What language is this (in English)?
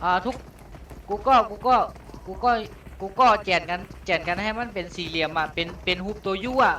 Shan